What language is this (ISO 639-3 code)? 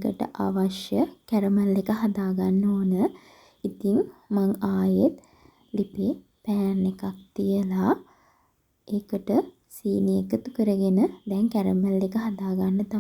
sin